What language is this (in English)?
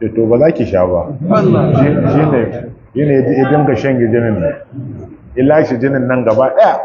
Hausa